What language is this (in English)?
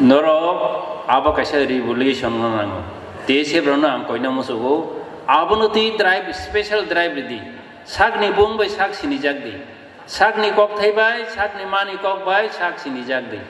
Kok Borok